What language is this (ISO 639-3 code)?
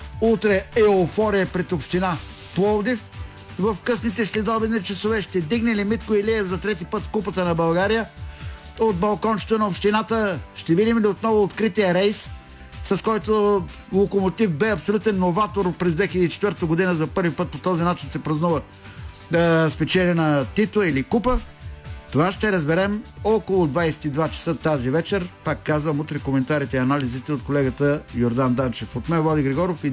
bul